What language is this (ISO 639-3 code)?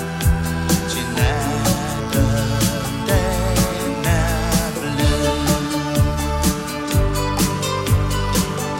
nor